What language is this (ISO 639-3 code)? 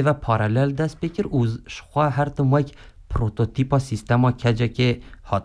kur